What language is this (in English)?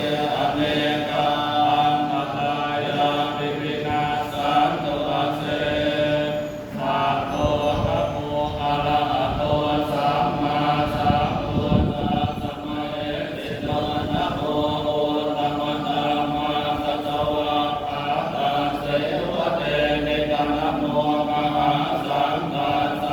Pali